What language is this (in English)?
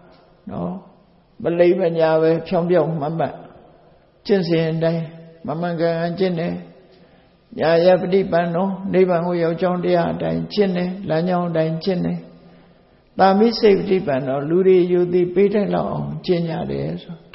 Burmese